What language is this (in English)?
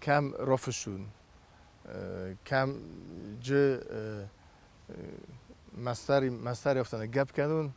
Ossetic